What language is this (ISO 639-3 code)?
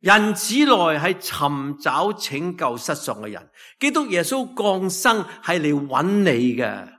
yue